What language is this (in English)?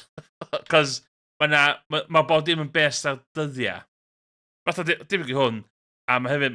Welsh